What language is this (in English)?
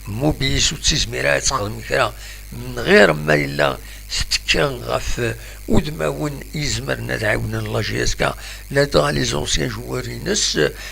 Kabyle